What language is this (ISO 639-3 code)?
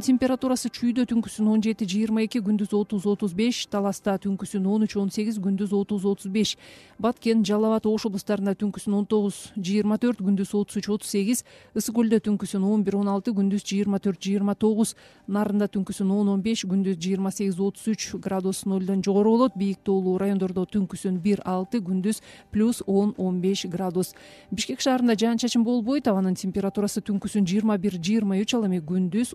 kir